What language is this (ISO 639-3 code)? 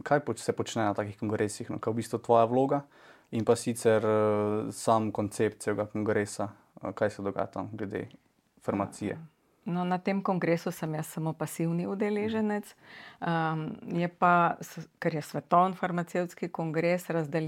slv